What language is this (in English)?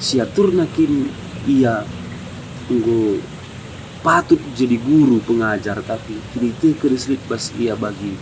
Batak Karo